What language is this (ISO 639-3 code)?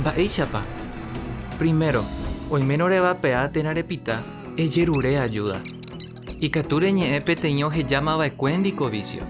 grn